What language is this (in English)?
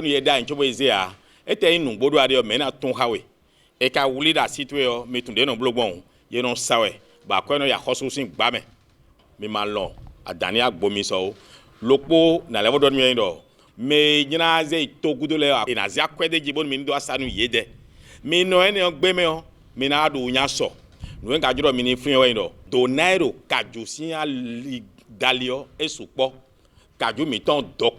Fon